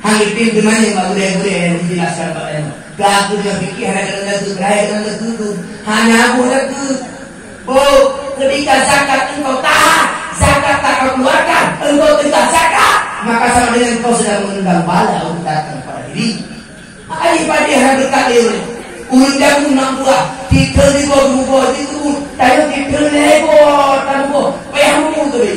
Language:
Achinese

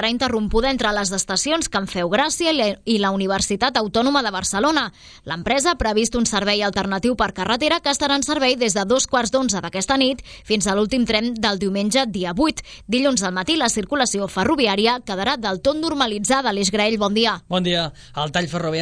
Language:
Catalan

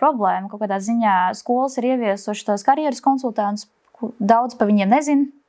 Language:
Latvian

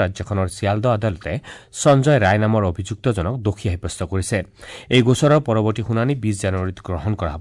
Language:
Assamese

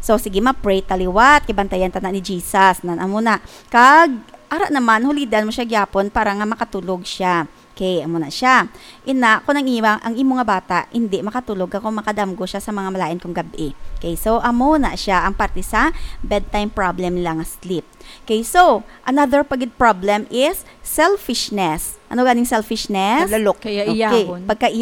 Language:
Hiligaynon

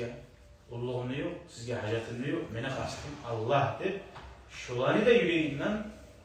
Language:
Kumyk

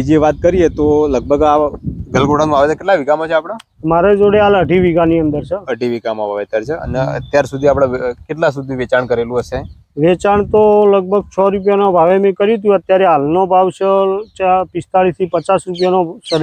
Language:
Gujarati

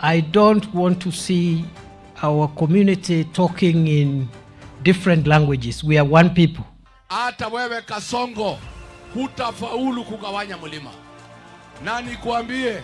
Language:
Meru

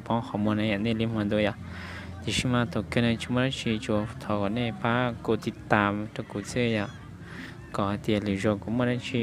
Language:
Hmong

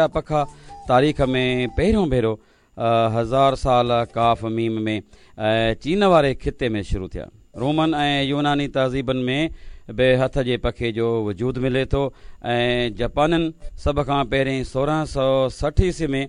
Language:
Sindhi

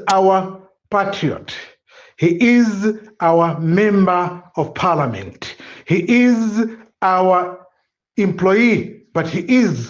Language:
Nyanja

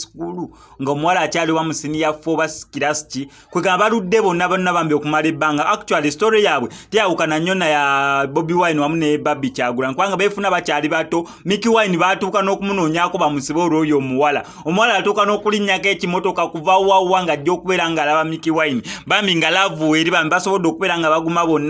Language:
Ganda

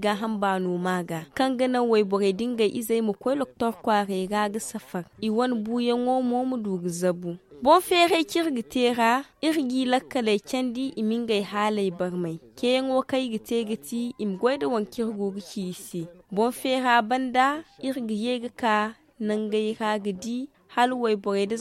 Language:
Zarma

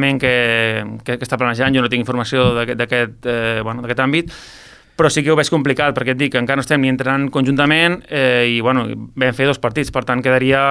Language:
Catalan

